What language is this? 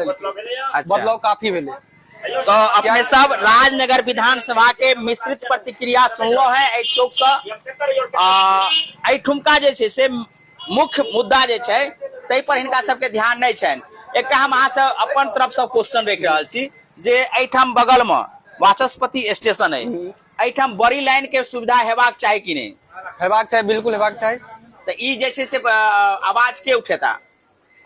Maithili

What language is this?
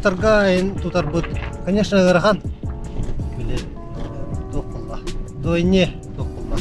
Yakut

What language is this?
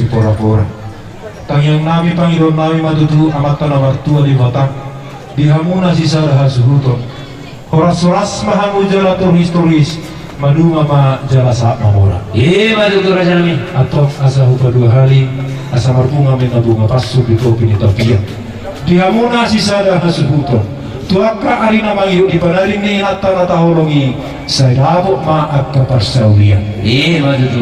Batak Toba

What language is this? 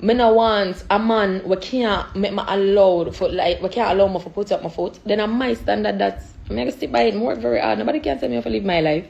Jamaican Creole English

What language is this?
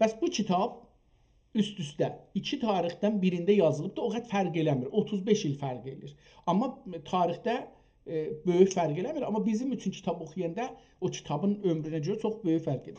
South Azerbaijani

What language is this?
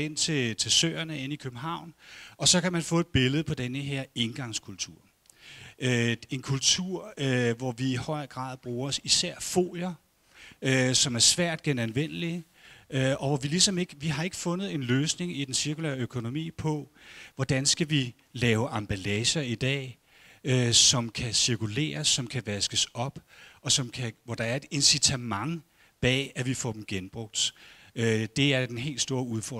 Danish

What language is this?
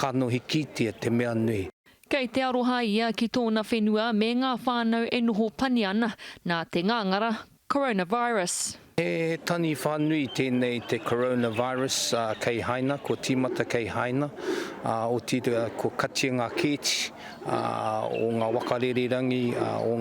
Māori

